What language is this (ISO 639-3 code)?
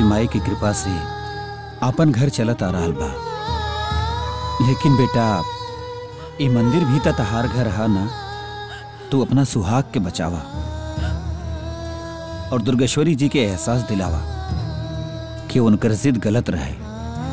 bho